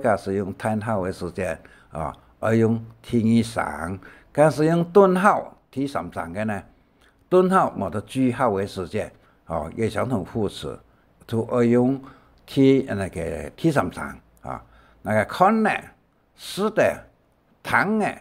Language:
Hakka Chinese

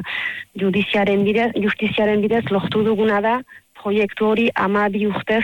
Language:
Basque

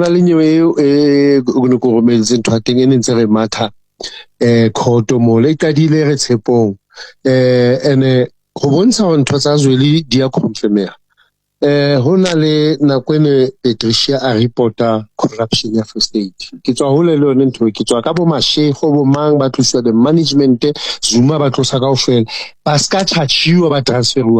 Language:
Southern Sotho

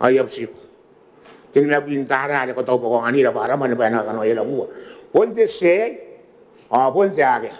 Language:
Gilbertese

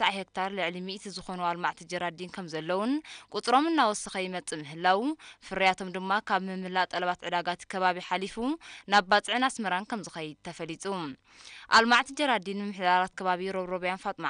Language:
Tigrinya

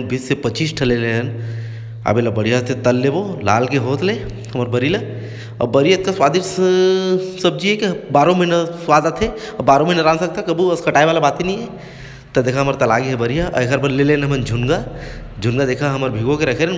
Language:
Chhattisgarhi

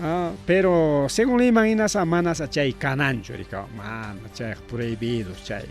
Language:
Ayacucho Quechua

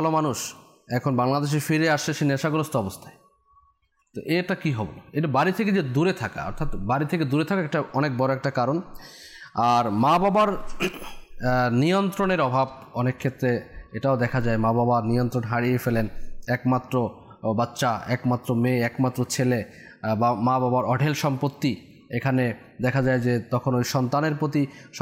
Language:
Bangla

